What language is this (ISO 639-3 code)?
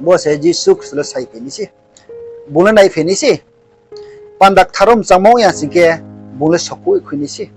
ria